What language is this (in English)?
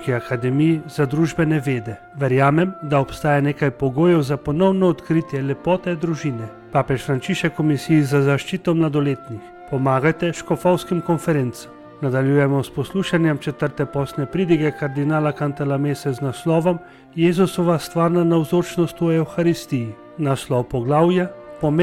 Slovenian